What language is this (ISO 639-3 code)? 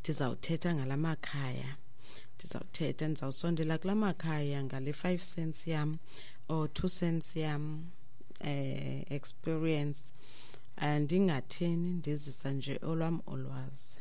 xho